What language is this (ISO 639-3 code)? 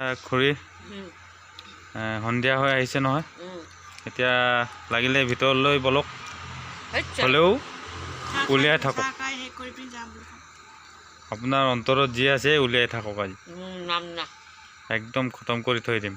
asm